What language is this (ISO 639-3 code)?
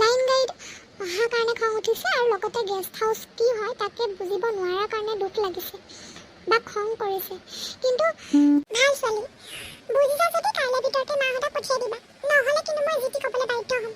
asm